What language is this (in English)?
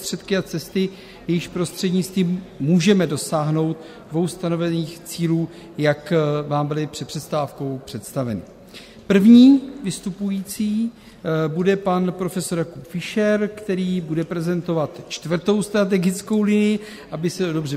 Czech